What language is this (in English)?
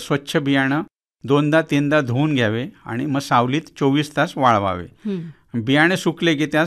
Marathi